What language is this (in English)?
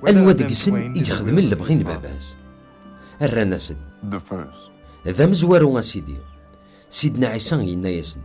Kabyle